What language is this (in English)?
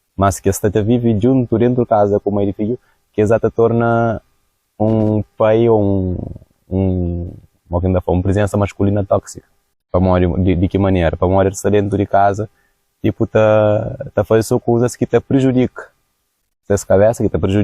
Kabuverdianu